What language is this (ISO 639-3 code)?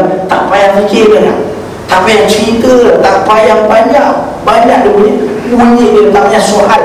msa